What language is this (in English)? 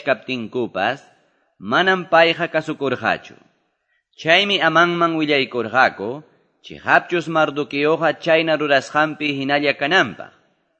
Quechua